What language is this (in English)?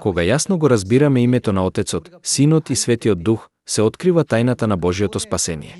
Macedonian